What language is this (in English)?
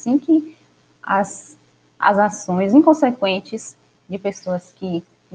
Portuguese